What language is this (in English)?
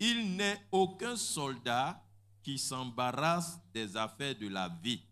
Baoulé